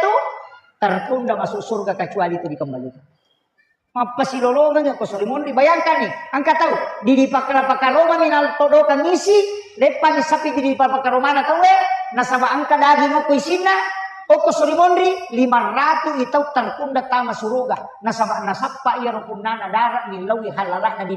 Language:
Buginese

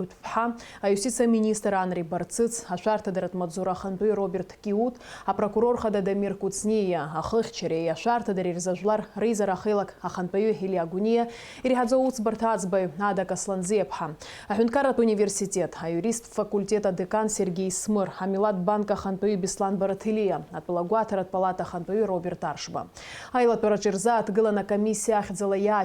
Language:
Abkhazian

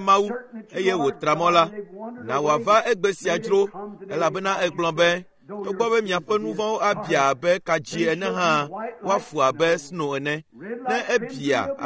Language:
Ewe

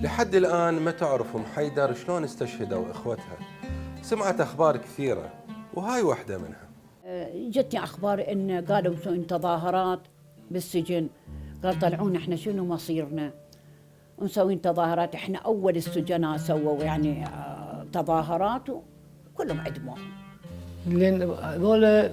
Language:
Mesopotamian Arabic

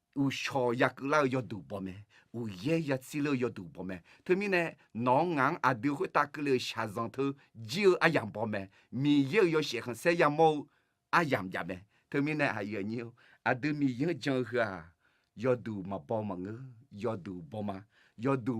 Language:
Akha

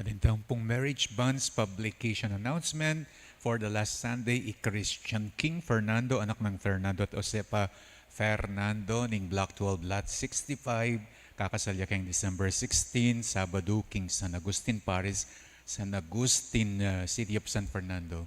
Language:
Pampanga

